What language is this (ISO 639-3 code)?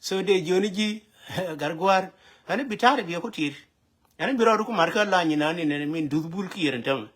nus